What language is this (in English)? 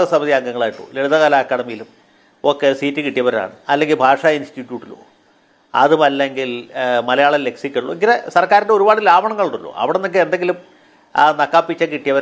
Malayalam